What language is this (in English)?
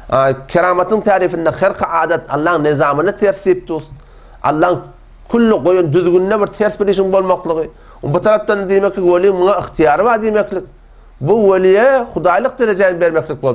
Turkmen